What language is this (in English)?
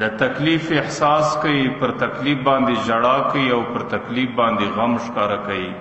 Pashto